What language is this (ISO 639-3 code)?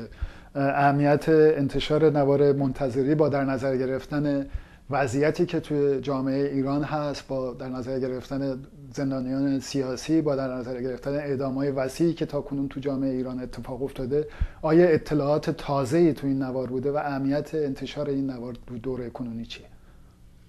fas